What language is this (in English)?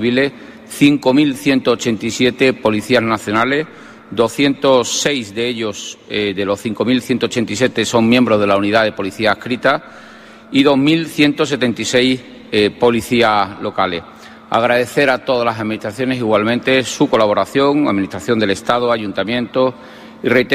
Spanish